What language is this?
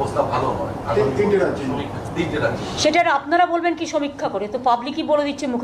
Bangla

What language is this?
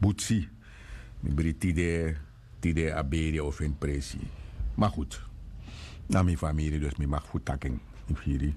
Sranan Tongo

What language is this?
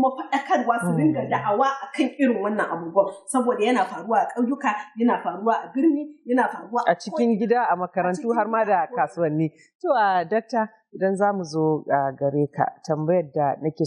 Hausa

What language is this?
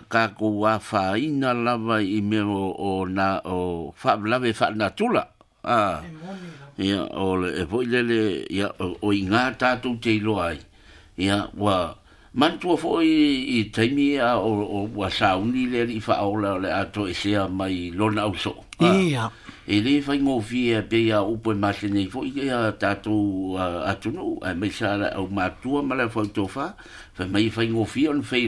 Samoan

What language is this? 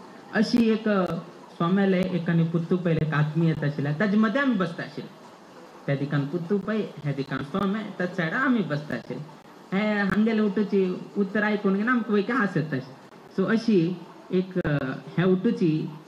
Konkani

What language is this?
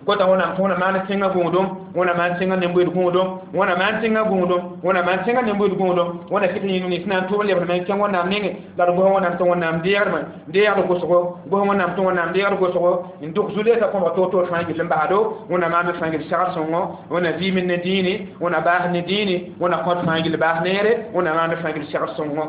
Mossi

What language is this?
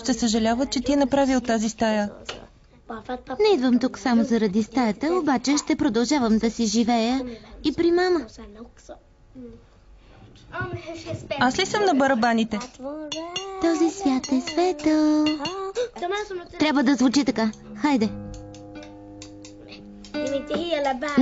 Bulgarian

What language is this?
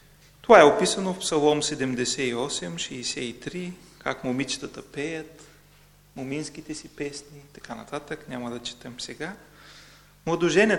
Bulgarian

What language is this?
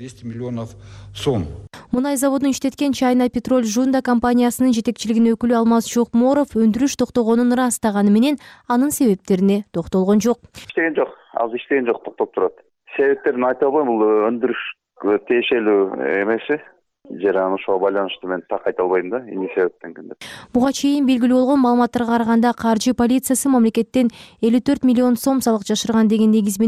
Kyrgyz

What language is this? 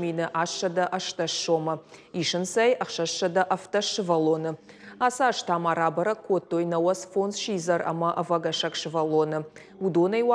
Ossetic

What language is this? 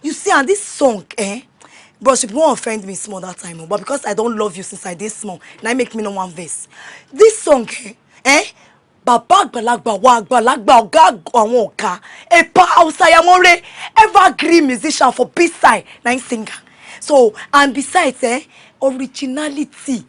Yoruba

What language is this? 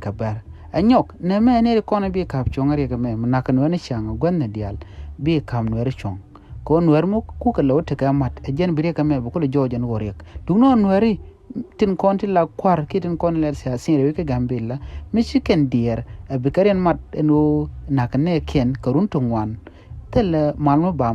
Nuer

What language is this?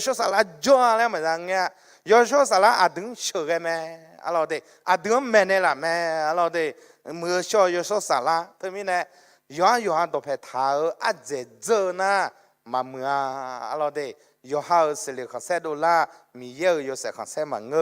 Akha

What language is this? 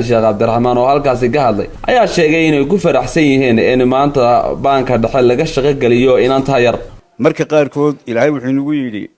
Somali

